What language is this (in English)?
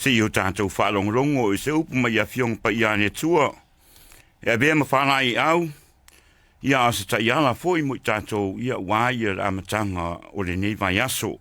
Samoan